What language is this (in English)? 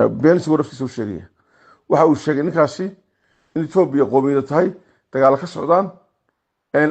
Somali